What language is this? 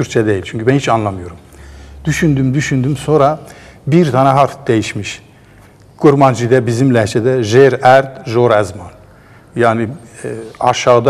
Turkish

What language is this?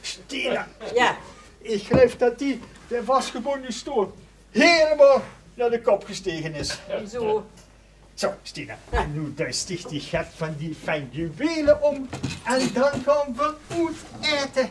Limburgish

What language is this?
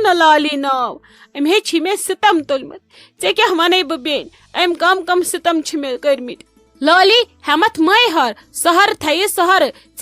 Kashmiri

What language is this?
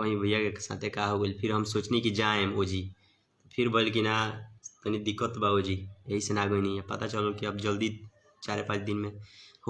Bhojpuri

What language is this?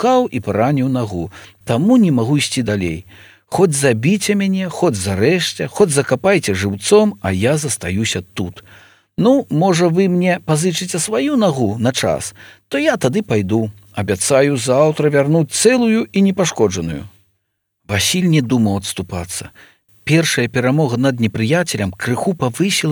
Belarusian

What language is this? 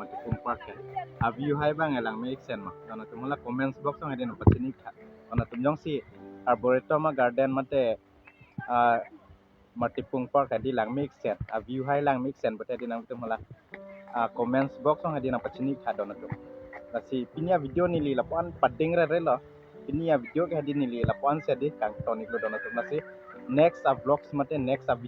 Karbi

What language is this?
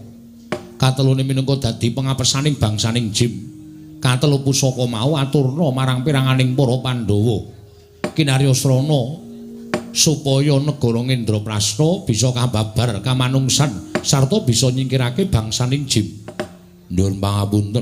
Javanese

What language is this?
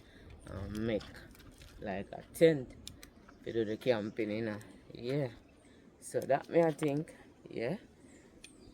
Jamaican Creole English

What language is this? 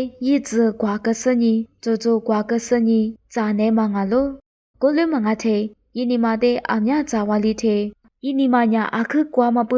Lisu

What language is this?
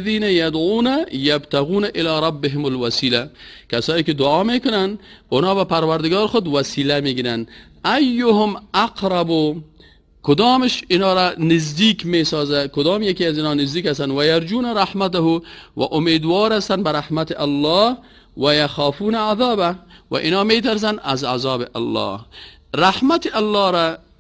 Persian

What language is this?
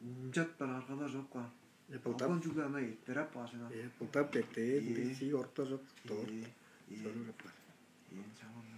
Tuvinian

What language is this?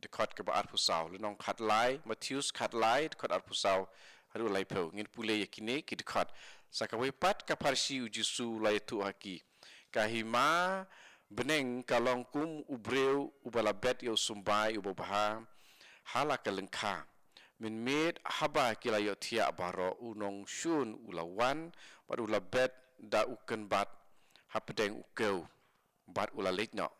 Khasi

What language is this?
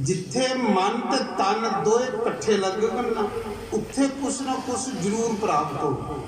Dogri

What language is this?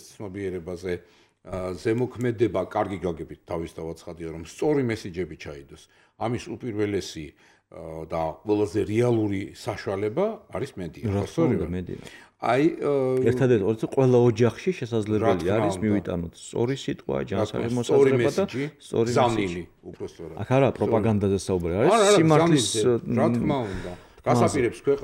Georgian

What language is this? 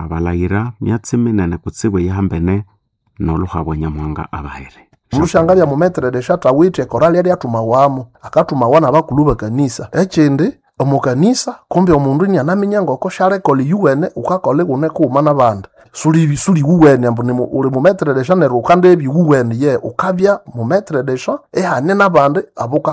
Nande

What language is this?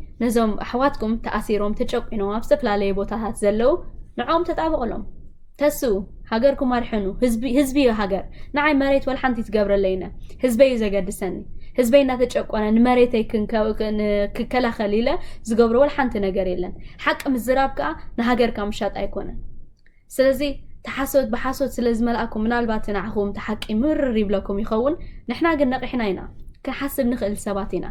Tigrinya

